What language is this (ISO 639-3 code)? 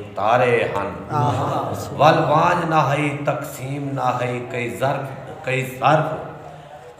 skr